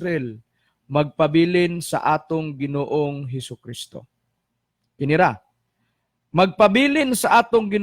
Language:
Cebuano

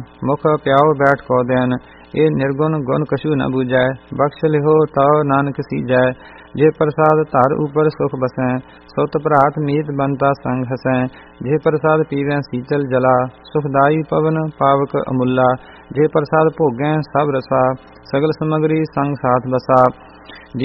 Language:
Punjabi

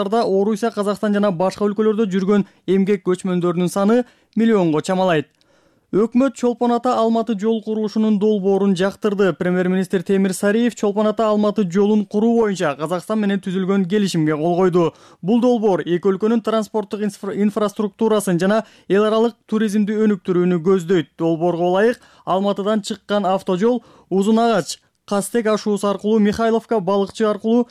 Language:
Kyrgyz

